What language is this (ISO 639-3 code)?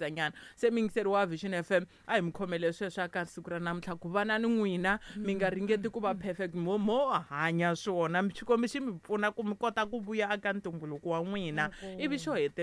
tso